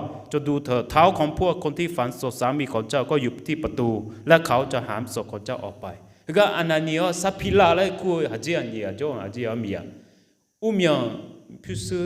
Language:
Akha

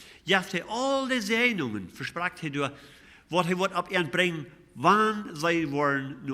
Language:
Plautdietsch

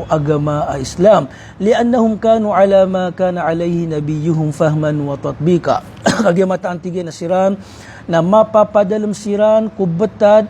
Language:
Maranao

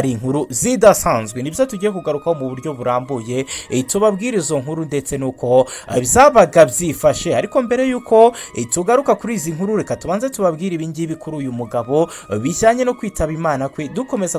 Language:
Kinyarwanda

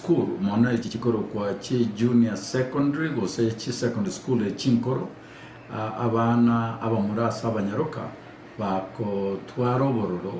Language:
Gusii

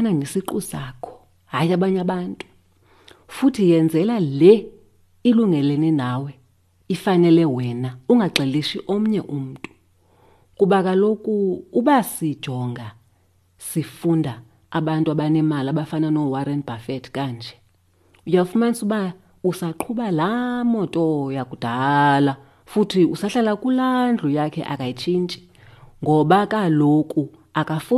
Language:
Xhosa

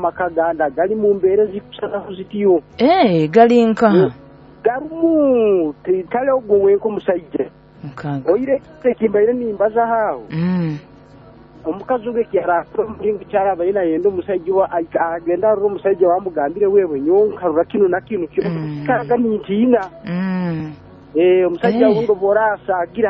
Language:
Nyoro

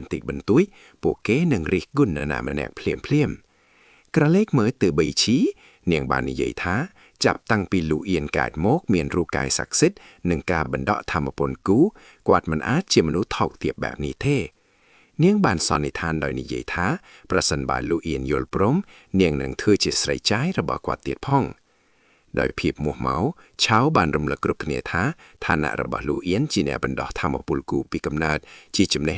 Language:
Khmer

